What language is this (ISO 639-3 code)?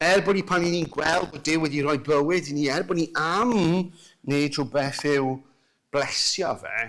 cym